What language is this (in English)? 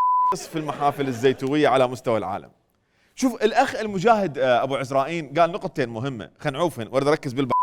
Mesopotamian Arabic